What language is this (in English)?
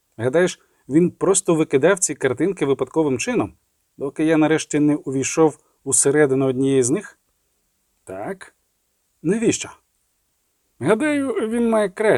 Ukrainian